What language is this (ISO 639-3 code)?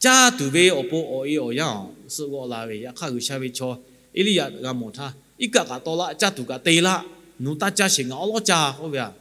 lhu